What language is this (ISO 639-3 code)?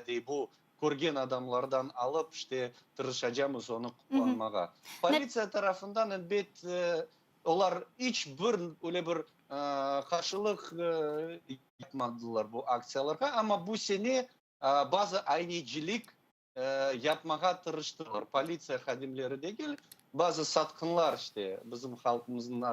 crh